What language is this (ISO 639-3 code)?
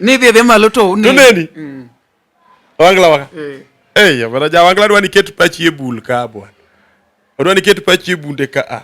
luo